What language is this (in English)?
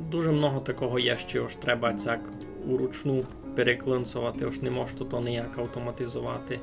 Rusyn